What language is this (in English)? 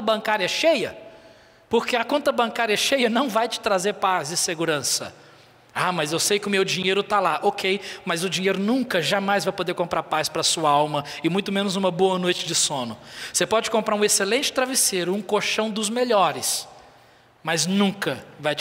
Portuguese